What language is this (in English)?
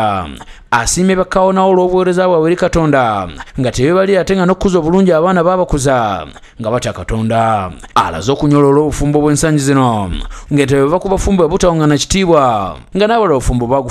Ganda